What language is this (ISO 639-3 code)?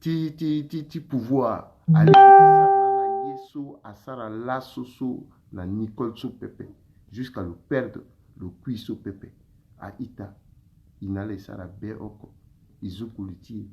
sag